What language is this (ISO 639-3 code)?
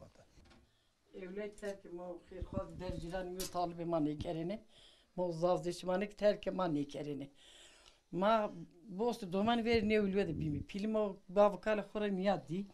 zza